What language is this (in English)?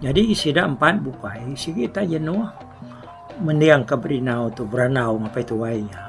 Iban